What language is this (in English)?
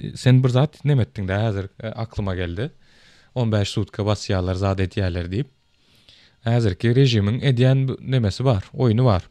Turkmen